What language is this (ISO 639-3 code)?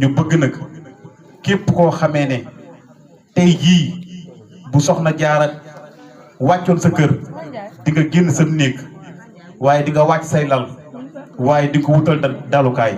wol